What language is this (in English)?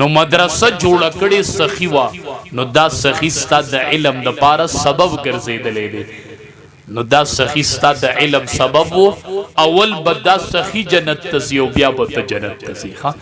Pashto